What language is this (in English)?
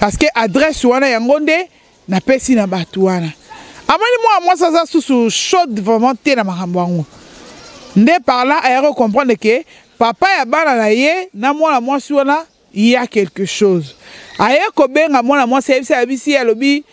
Lingala